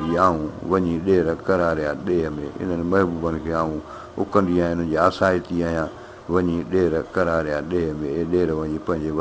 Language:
Sindhi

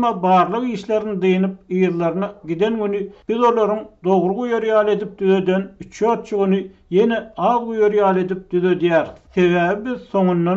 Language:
Turkmen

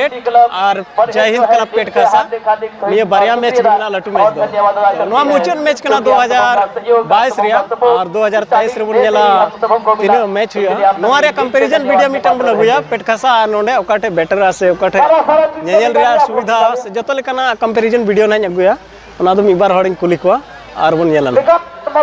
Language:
Santali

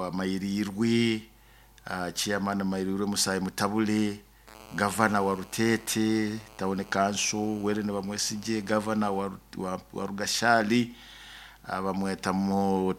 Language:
Nyoro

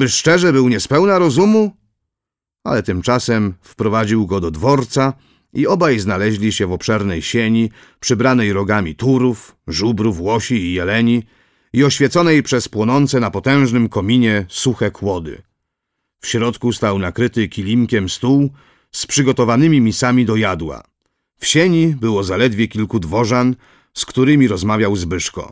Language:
Polish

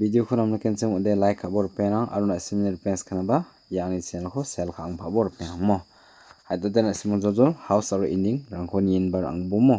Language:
Garo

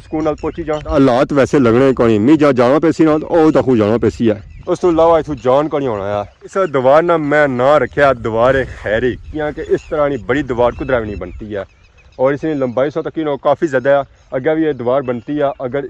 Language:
Pahari-Potwari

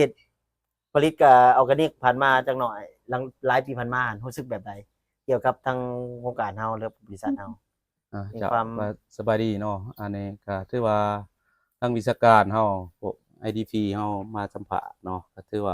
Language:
Lao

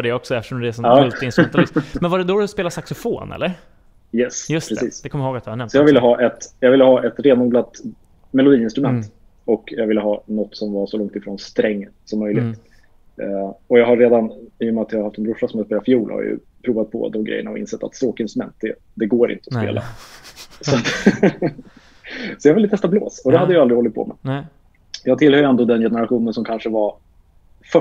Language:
Swedish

